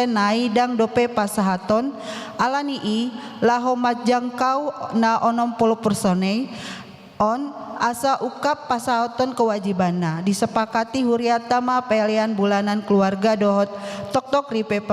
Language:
Batak Toba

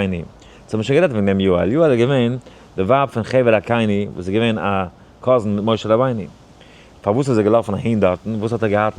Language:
Yiddish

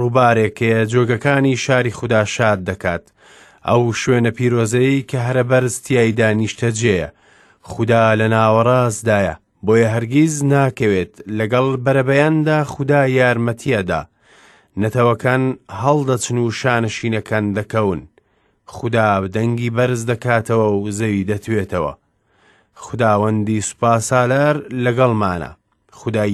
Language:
Central Kurdish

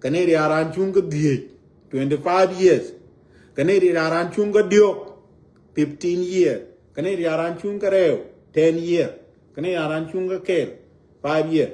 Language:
Nuer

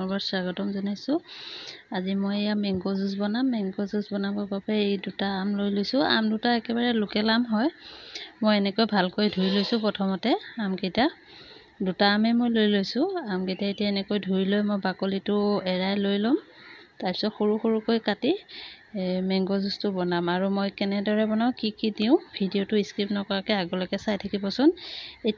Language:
Assamese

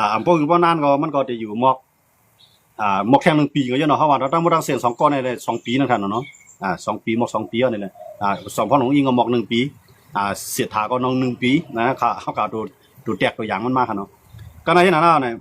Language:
Shan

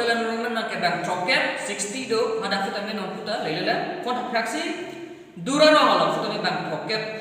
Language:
Karbi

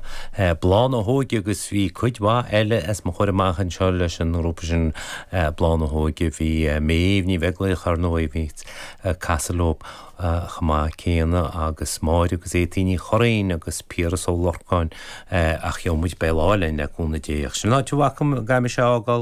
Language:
Irish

